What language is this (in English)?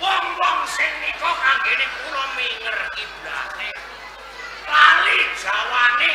Javanese